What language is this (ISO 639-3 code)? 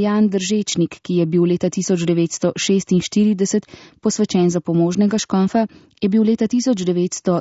slv